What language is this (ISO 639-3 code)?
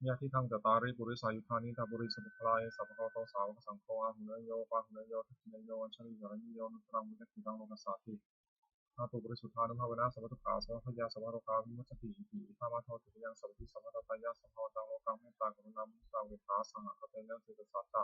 pli